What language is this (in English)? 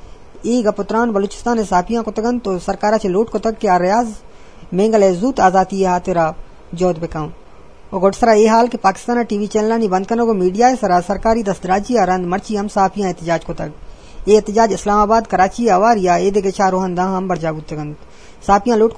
Eastern Balochi